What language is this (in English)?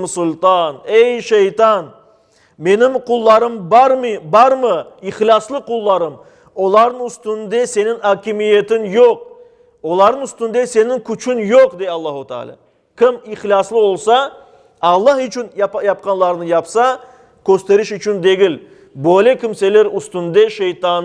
Crimean Tatar